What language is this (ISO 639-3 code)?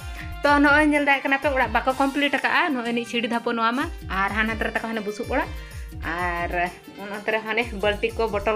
sat